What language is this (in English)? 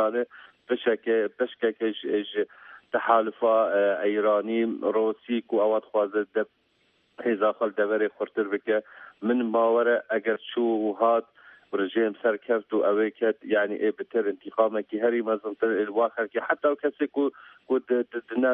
Kurdish